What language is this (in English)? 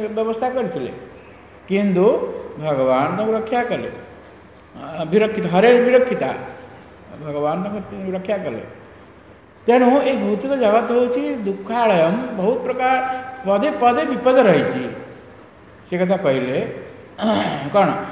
Odia